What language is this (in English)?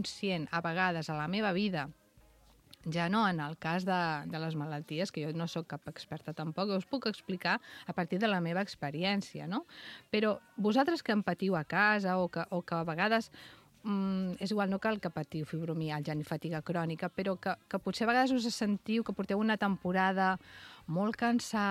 Catalan